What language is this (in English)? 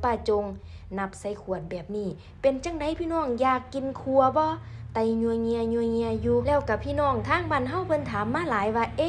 Northeastern Thai